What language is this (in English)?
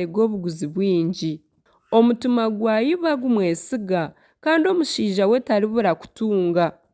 Nyankole